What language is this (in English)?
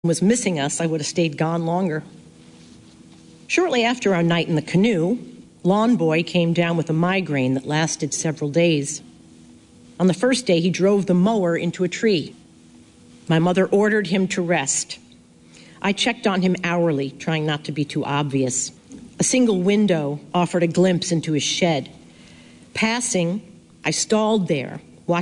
English